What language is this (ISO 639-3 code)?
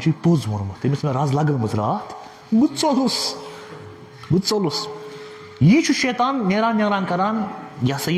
kas